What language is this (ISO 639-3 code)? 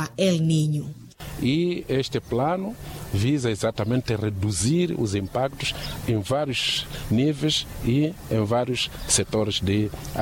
vmw